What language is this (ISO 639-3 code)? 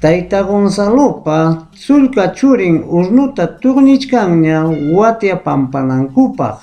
quy